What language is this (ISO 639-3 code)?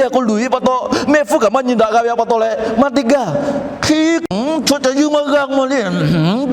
lhu